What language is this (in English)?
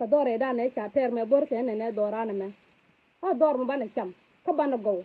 Nuer